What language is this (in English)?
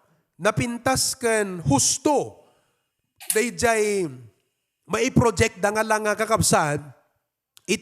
Iloko